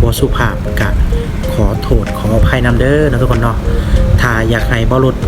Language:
Lao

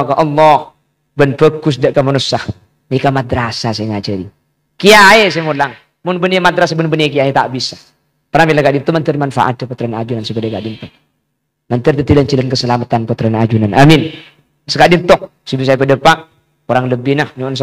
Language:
Madurese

